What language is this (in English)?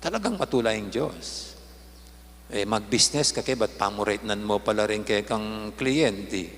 Pampanga